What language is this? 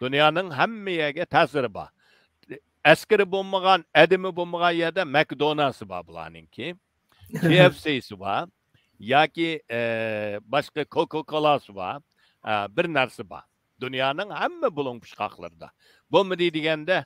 Uyghur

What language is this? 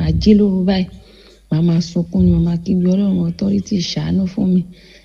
Yoruba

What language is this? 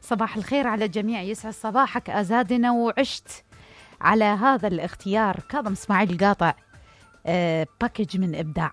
Mesopotamian Arabic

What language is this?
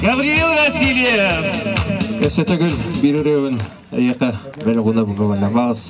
Yakut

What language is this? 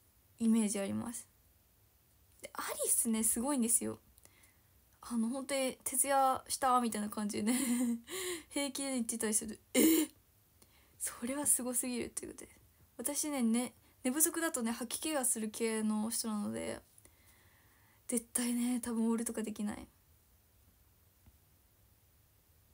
Japanese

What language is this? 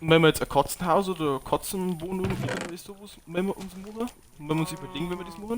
Bavarian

